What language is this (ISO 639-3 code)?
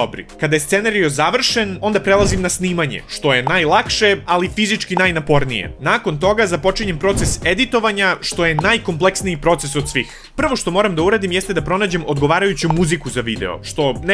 srp